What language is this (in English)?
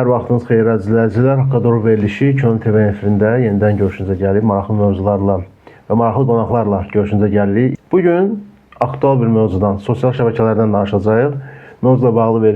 Azerbaijani